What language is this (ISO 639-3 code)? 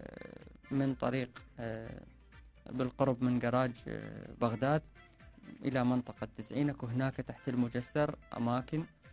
acm